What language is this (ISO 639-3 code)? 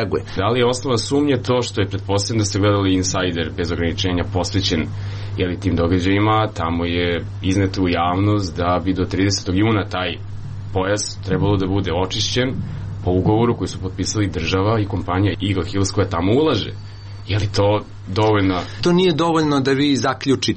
srp